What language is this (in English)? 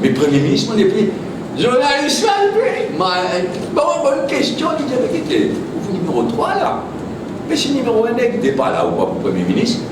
Morisyen